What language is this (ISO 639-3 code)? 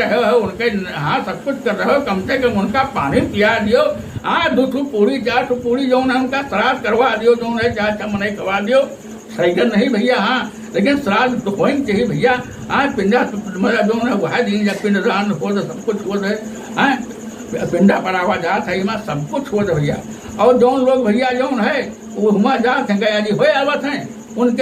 awa